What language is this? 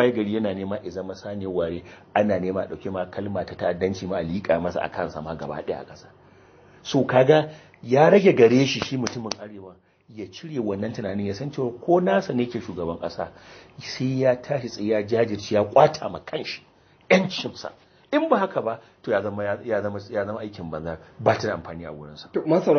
Hausa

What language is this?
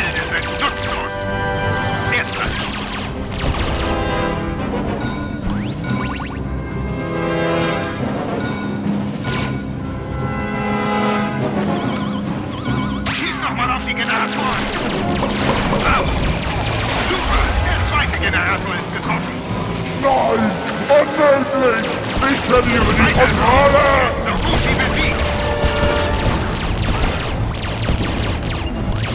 German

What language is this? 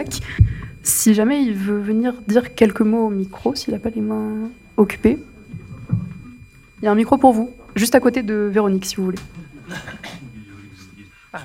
French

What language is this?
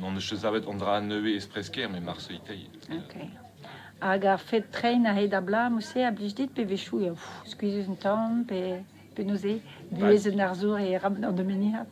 Breton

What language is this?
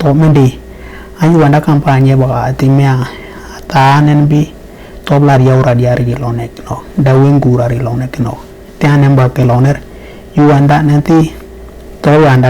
Western Dani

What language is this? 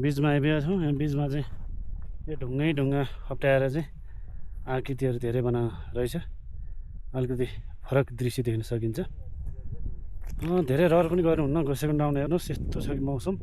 Nepali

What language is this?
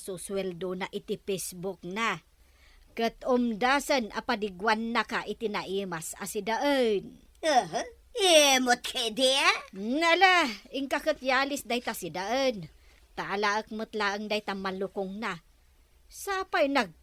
Iloko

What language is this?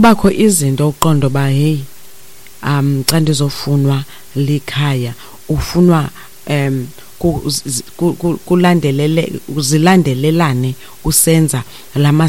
Xhosa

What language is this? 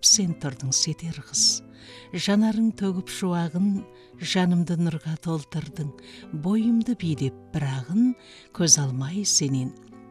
Kazakh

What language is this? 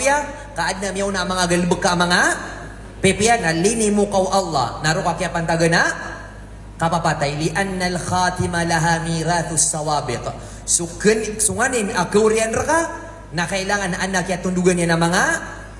Maranao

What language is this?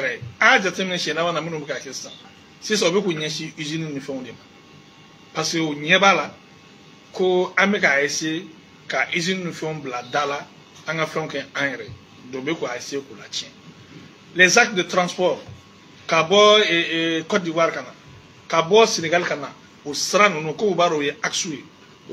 Bambara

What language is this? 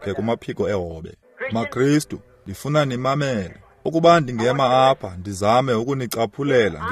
Xhosa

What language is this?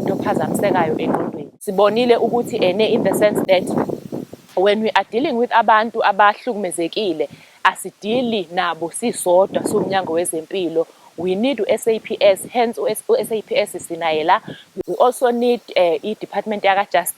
Zulu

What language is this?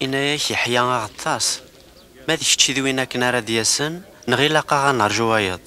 Kabyle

